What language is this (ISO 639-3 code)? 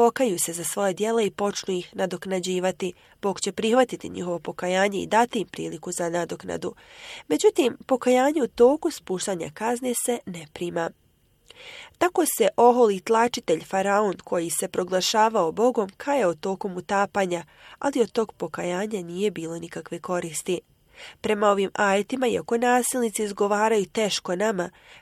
bos